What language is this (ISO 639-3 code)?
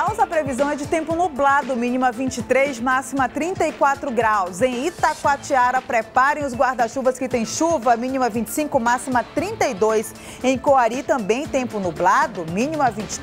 por